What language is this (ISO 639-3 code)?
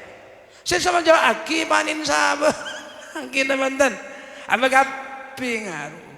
mad